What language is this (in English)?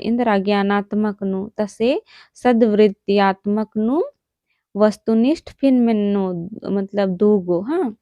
Kurukh